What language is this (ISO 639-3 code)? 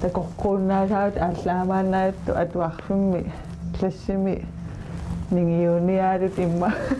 kal